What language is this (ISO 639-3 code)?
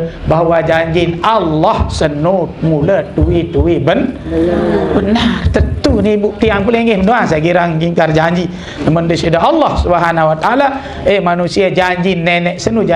sas